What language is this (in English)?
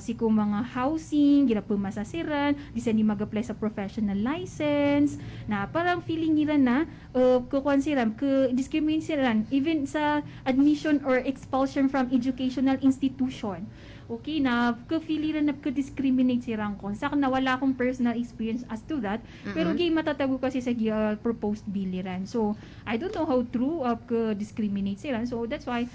Maranao